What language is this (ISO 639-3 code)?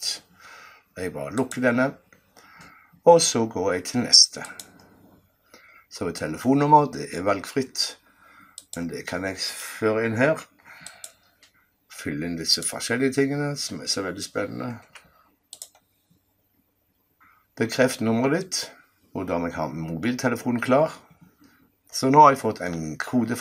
nor